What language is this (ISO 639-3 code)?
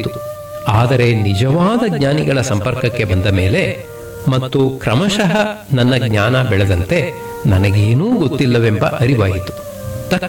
kan